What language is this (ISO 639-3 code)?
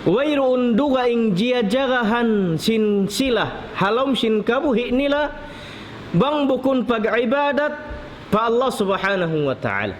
tsg